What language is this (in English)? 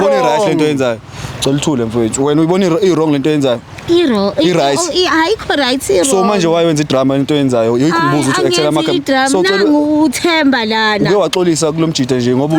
Zulu